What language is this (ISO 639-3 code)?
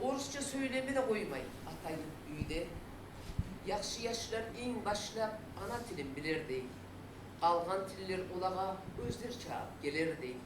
kum